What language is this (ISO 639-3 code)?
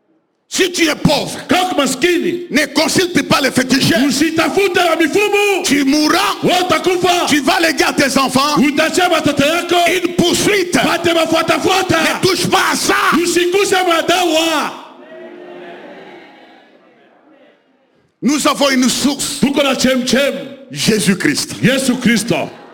swa